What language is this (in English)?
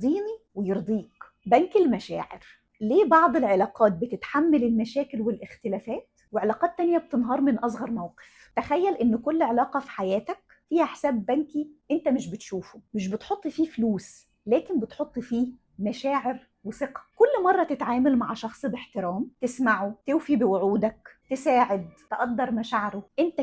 Egyptian Arabic